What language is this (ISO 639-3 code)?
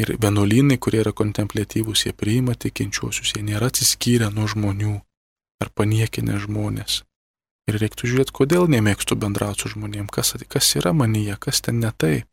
lit